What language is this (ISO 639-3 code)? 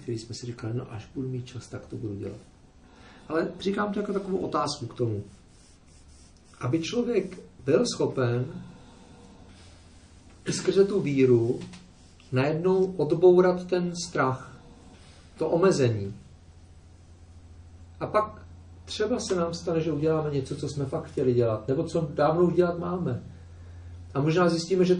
ces